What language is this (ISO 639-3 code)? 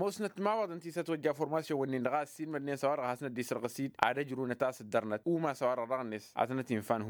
taq